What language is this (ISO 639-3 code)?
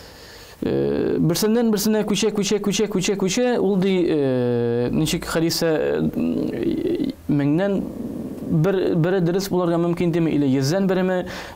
tat